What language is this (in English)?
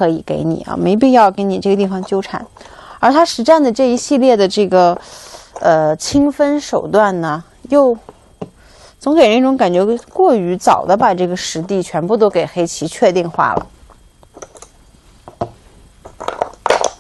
Chinese